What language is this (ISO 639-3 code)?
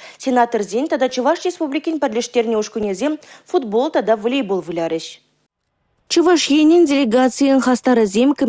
chv